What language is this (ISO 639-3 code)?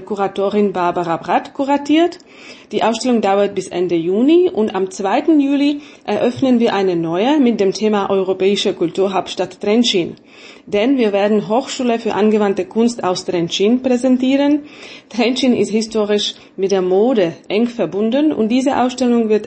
deu